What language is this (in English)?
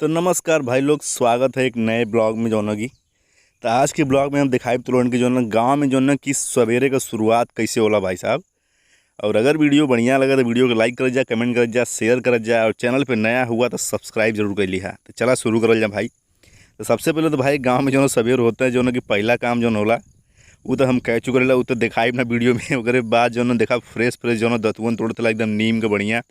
Bhojpuri